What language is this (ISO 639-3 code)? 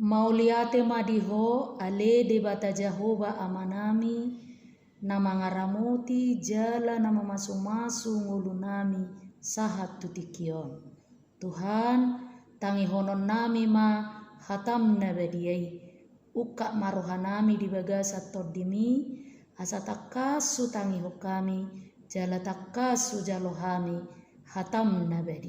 bbc